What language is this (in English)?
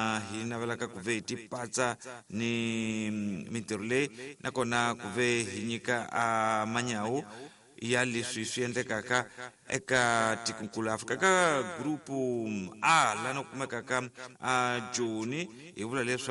Tsonga